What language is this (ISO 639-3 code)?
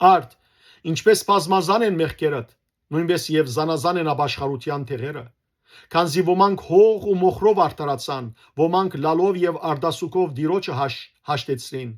hyw